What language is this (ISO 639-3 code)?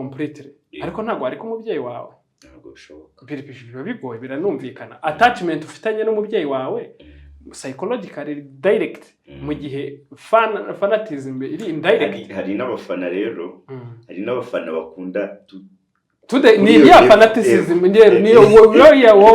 kin